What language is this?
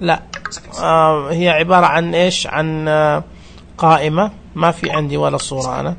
Najdi Arabic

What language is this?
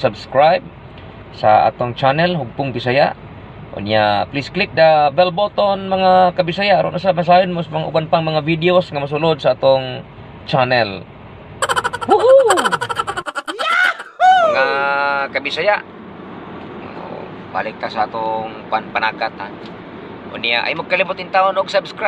Cebuano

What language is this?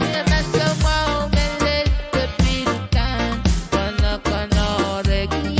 Pohnpeian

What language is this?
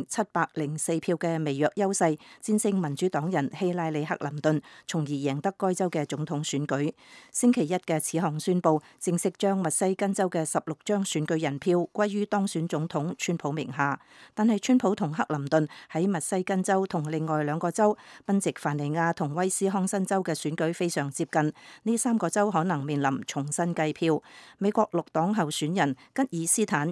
Cantonese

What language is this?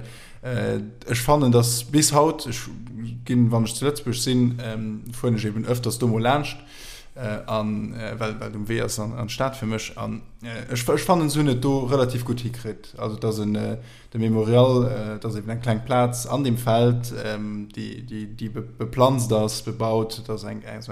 Luxembourgish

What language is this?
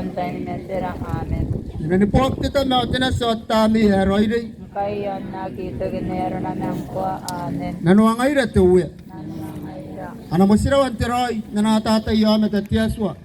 Gilbertese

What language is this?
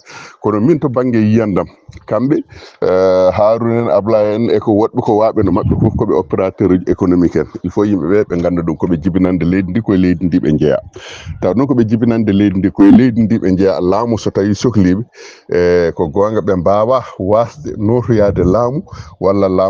Fula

